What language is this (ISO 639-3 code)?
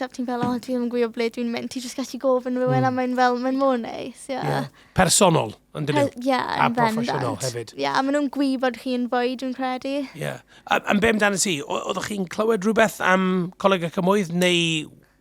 cym